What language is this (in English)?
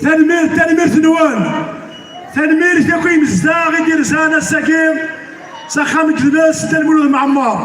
Kabyle